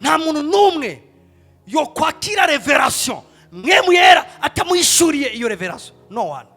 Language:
Rundi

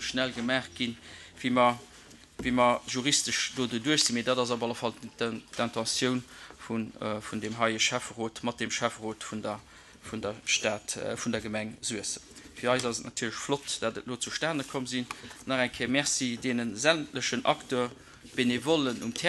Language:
Luxembourgish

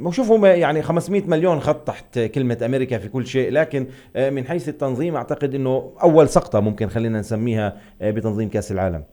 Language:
North Levantine Arabic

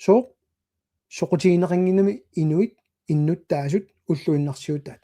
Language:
Kalaallisut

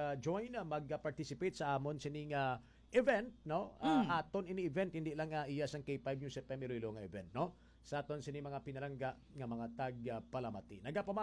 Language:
Hiligaynon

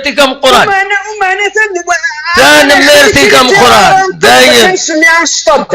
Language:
Kabyle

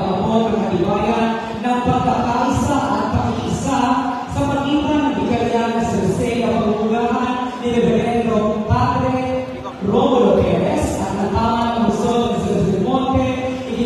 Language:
Filipino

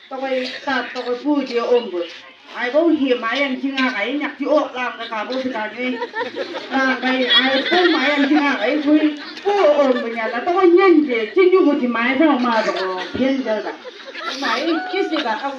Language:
Chang Naga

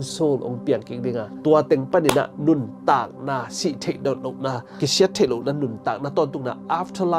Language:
Tedim Chin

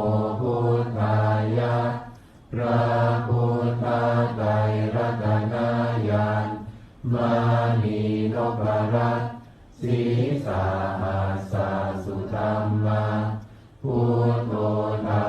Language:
Pali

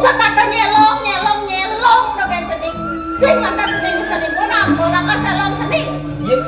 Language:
Balinese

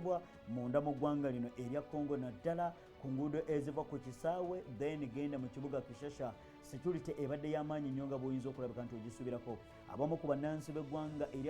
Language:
Ganda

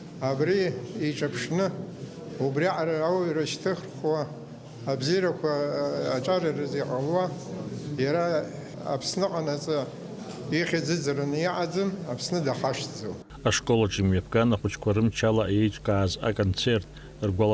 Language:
Abkhazian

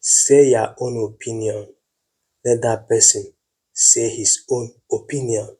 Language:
Igbo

